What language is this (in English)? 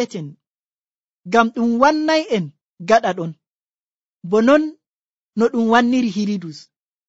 Nigerian Fulfulde